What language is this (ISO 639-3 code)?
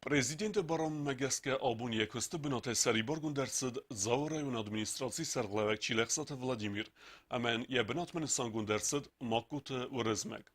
oss